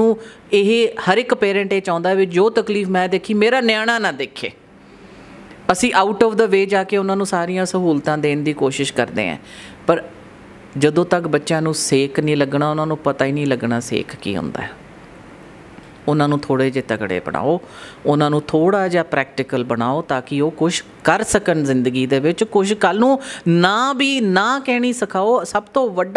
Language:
Punjabi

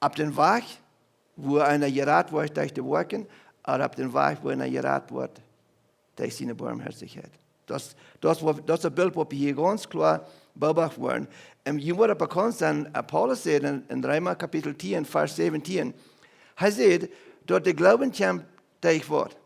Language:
Plautdietsch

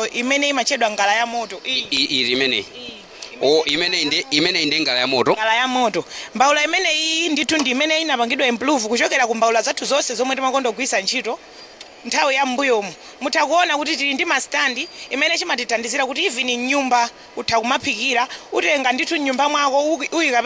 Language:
Nyanja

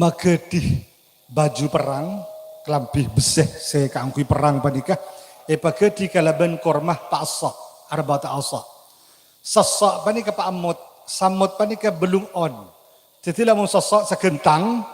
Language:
Madurese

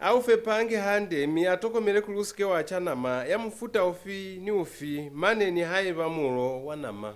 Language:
Lozi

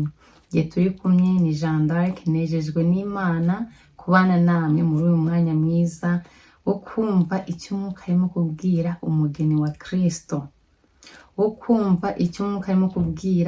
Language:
Kinyarwanda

